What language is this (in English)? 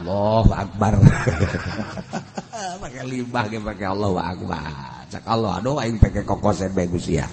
Sundanese